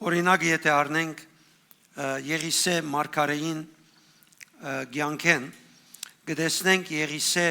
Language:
Western Armenian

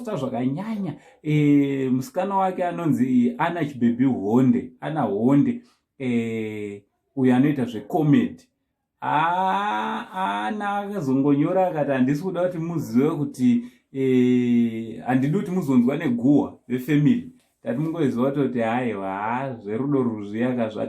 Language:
Shona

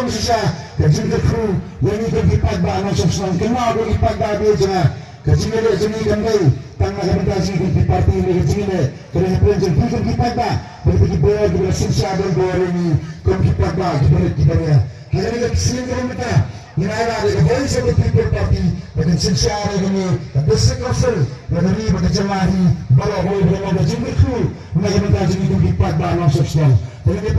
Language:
Khasi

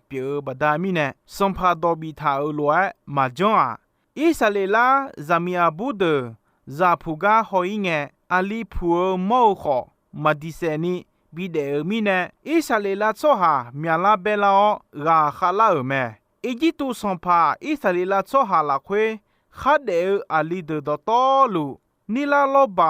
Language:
Akha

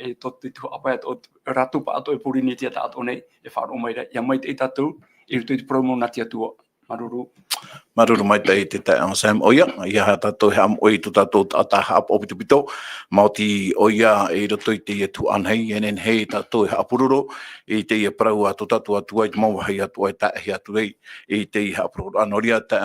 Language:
Tahitian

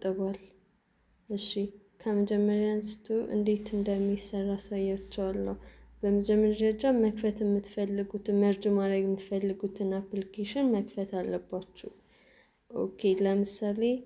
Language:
Amharic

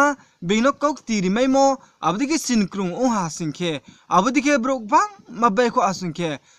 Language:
Riang (India)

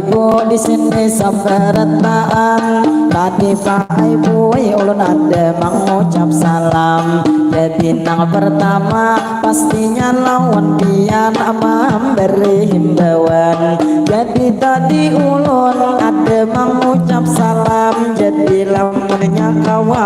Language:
Banjar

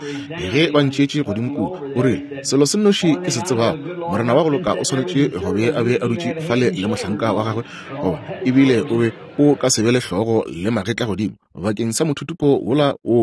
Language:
Northern Sotho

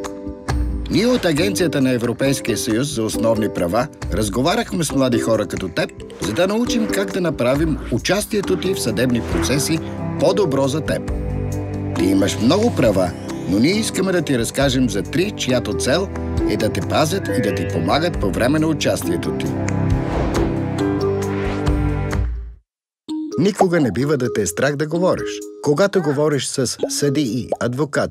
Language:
Bulgarian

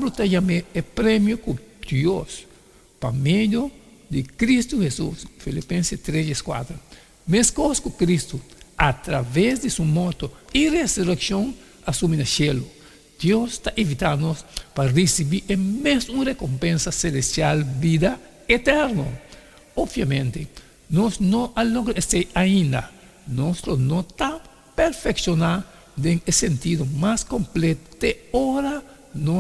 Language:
Papiamento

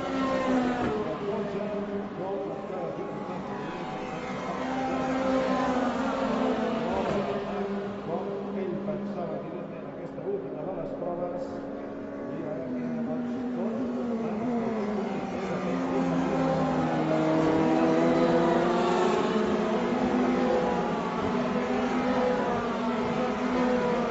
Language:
Catalan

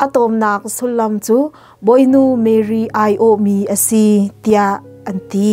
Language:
Hakha Chin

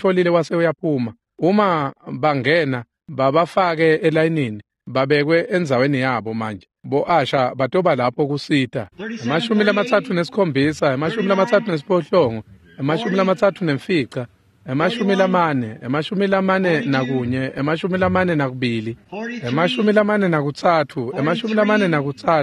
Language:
Swati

